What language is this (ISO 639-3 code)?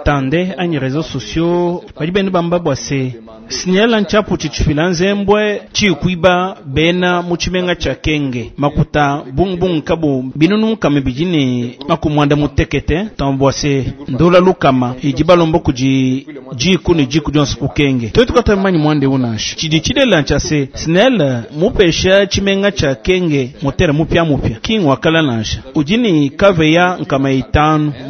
lua